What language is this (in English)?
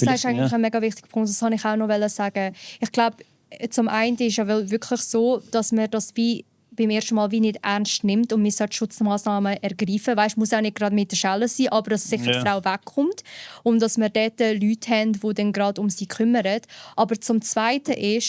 Swiss German